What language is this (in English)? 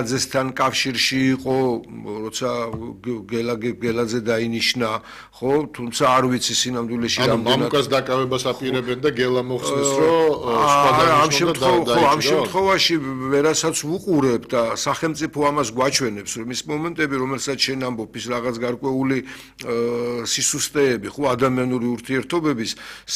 Georgian